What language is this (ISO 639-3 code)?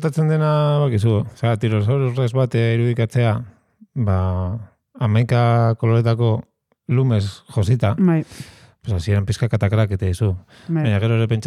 eus